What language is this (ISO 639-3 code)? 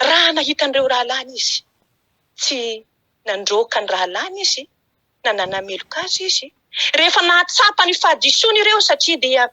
mlg